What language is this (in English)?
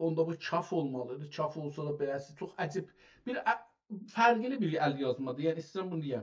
South Azerbaijani